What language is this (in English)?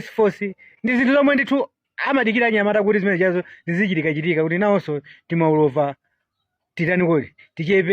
Nyanja